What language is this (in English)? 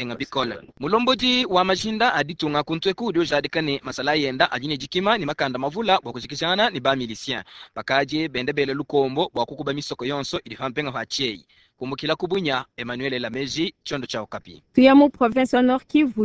Luba-Lulua